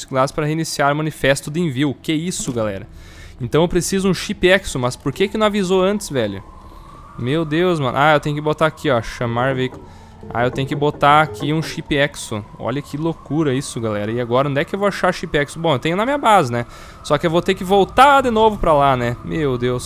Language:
Portuguese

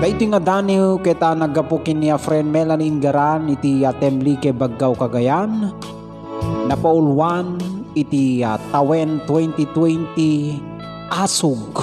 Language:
Iloko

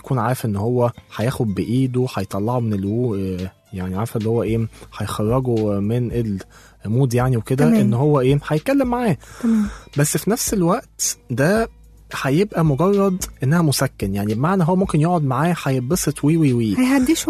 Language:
Egyptian Arabic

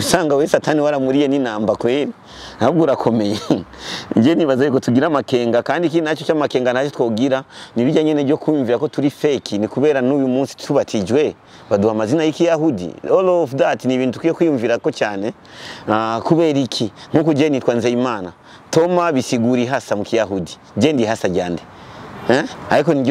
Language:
Rundi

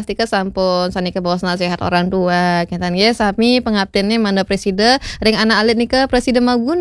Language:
Balinese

